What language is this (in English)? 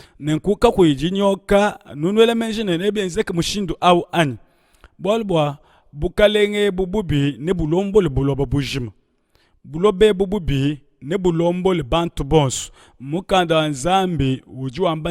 Luba-Lulua